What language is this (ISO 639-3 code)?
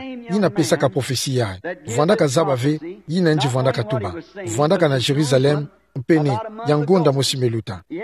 ktu